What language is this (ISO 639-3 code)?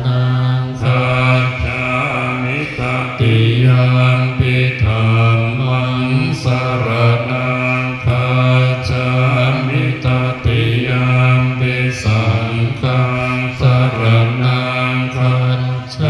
pli